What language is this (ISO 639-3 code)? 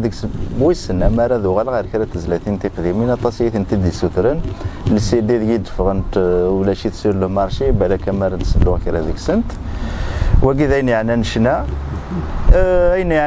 kab